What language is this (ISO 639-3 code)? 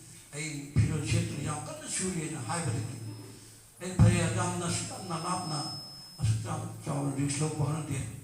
mni